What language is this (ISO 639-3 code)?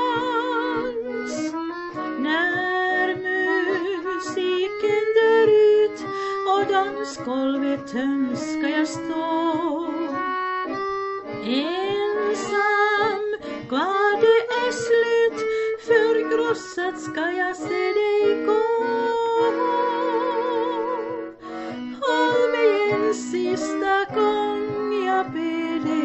swe